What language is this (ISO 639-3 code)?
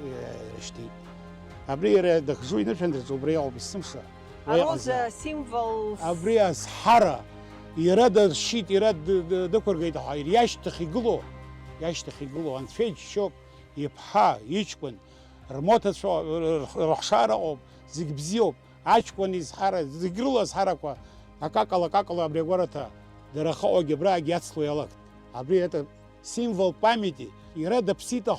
abk